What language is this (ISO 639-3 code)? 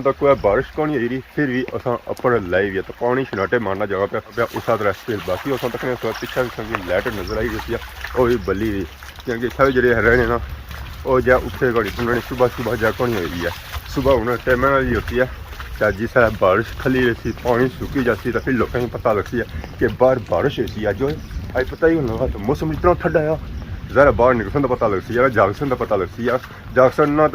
phr